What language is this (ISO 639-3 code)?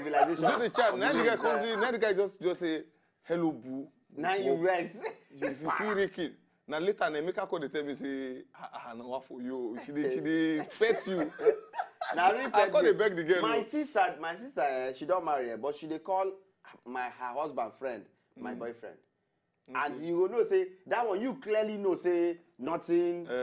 pcm